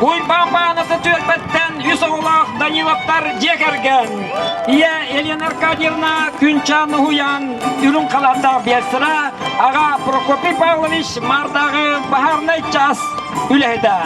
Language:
Yakut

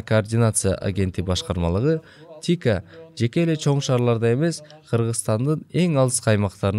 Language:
Kyrgyz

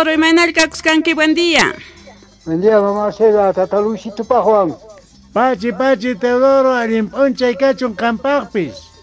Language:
South Bolivian Quechua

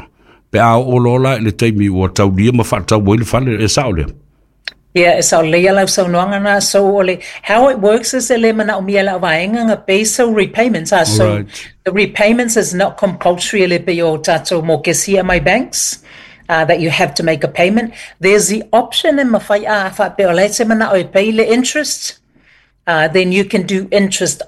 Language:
Samoan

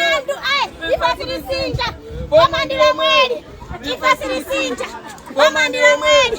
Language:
Nyanja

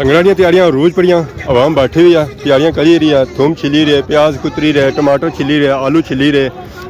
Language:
Pahari-Potwari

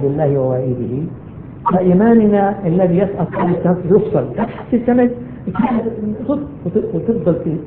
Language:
Arabic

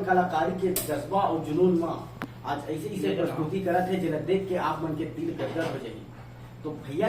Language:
Chhattisgarhi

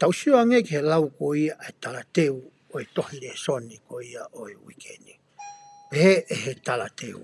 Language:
Tongan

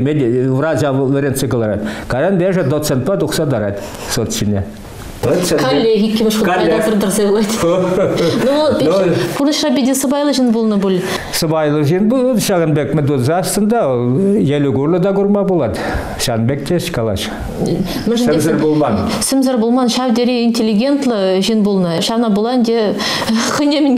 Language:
Chuvash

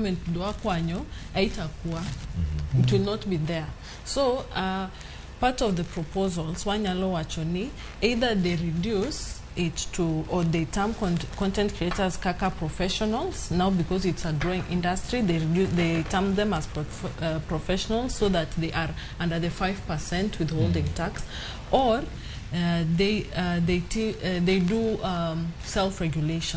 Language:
Luo (Kenya and Tanzania)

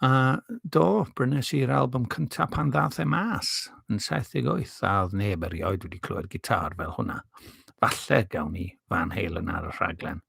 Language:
Welsh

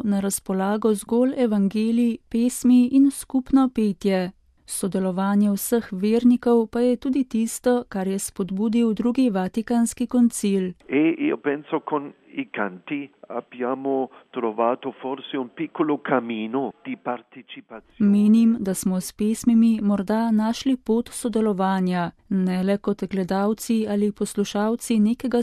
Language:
Slovenian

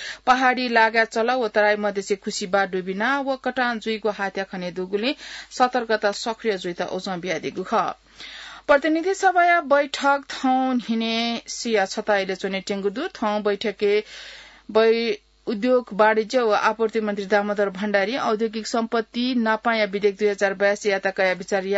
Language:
Newari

